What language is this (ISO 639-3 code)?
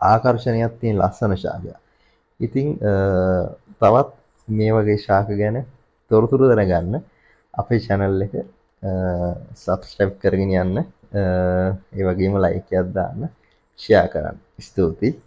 sin